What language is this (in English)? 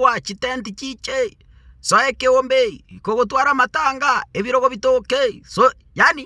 Gusii